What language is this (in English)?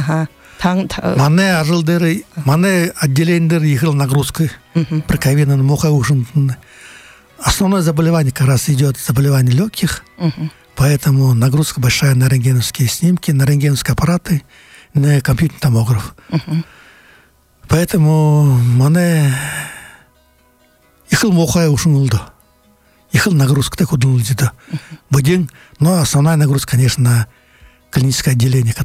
Buriat